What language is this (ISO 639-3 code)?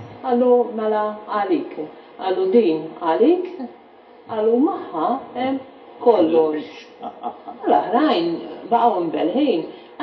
mlt